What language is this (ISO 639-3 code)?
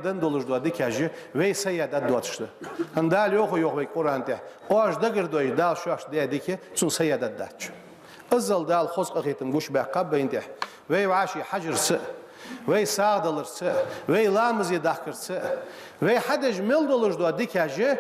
inh